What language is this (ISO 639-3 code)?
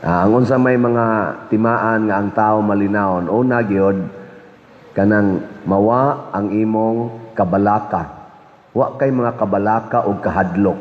ceb